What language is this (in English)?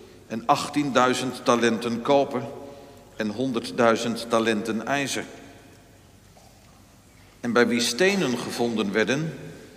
Dutch